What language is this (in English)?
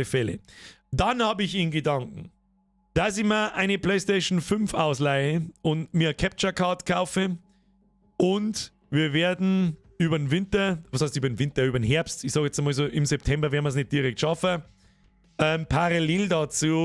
Bavarian